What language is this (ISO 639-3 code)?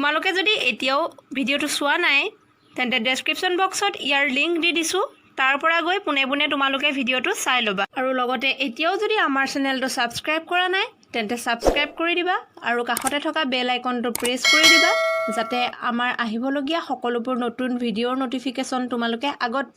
asm